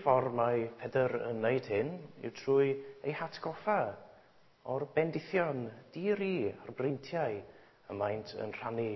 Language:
Welsh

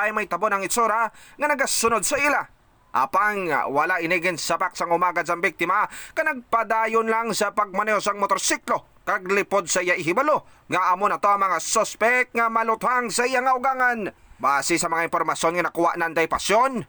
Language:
Hiligaynon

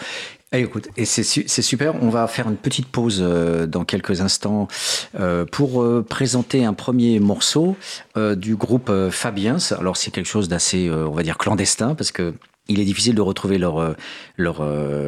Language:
French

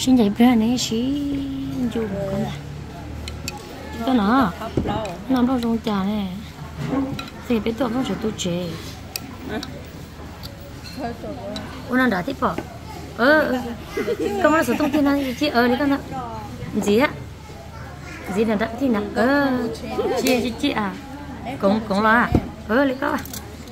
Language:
Vietnamese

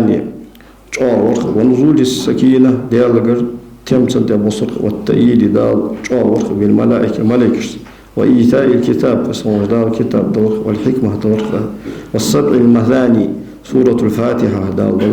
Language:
Ingush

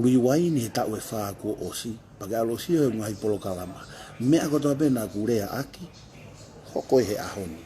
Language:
Tongan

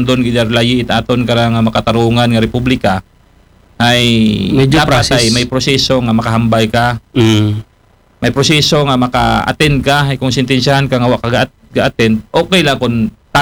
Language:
Aklanon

